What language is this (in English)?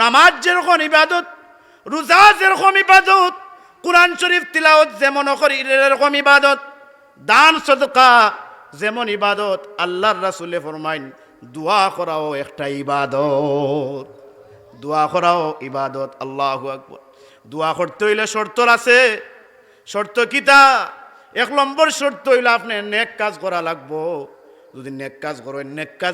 Sylheti